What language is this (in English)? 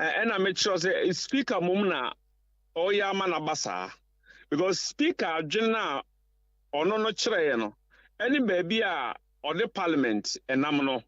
Akan